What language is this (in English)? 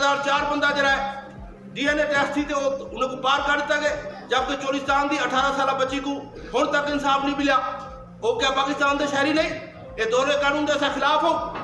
Saraiki